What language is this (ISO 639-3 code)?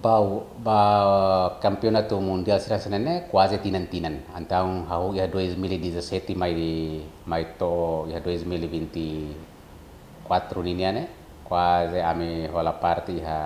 tet